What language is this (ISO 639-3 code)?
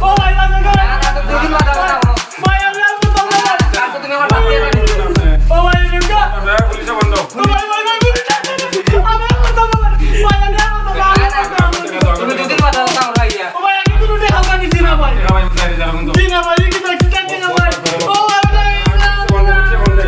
syl